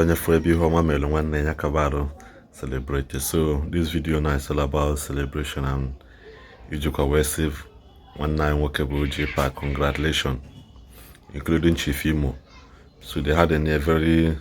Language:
Igbo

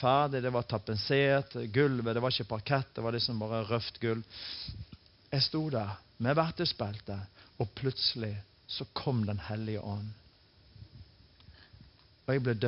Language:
Norwegian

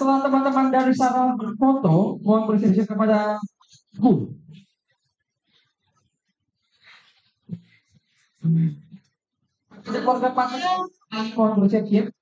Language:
Indonesian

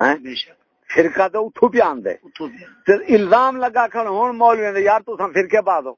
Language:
Saraiki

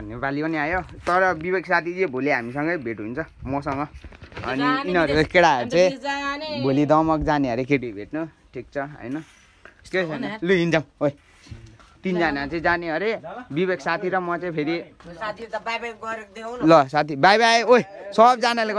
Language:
Nepali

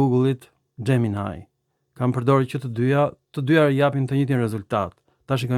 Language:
Albanian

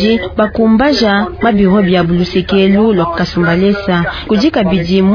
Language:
Luba-Lulua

